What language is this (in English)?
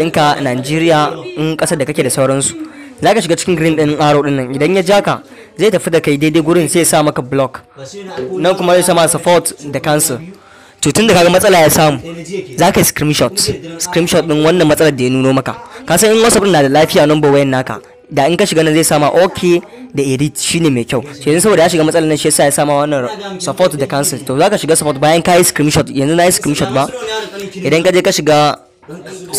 Hausa